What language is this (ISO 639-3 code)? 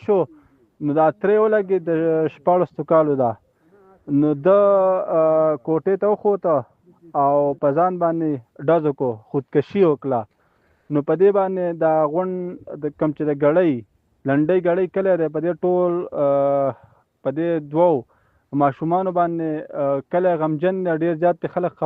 pus